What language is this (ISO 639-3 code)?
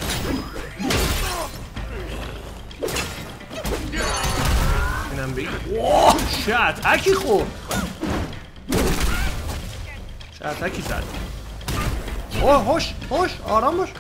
fas